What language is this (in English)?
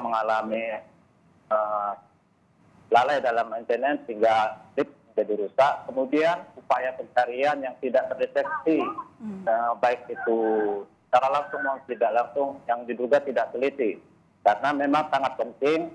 Indonesian